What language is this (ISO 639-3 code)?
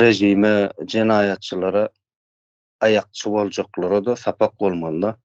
tuk